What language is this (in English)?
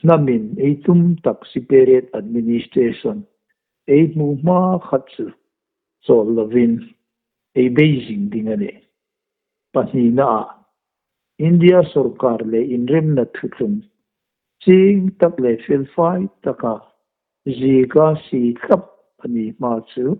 Hmar